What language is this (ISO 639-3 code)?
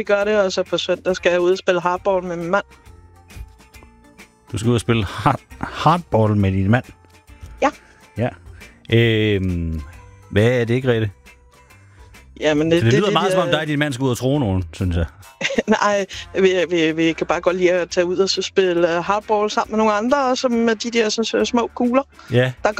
dan